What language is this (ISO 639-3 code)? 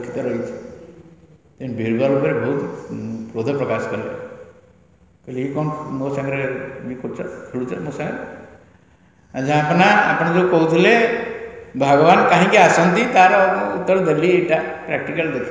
ori